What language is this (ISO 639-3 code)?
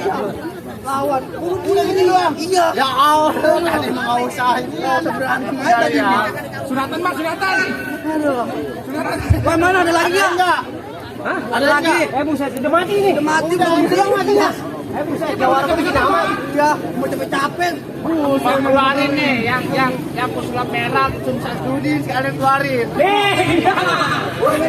bew